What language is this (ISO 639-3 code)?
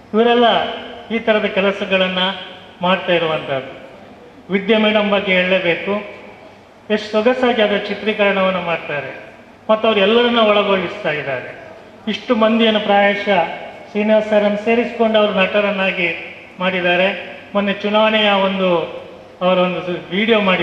kan